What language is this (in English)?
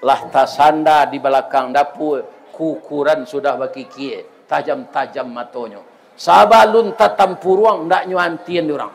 Minangkabau